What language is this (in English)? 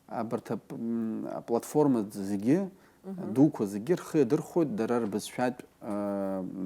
Abkhazian